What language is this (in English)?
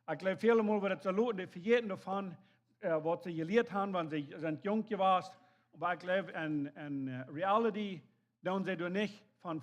Plautdietsch